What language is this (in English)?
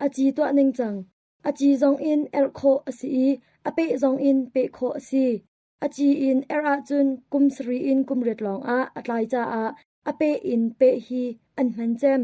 Hakha Chin